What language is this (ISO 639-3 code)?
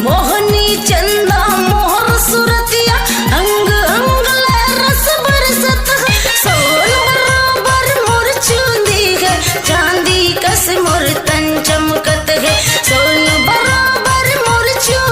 hne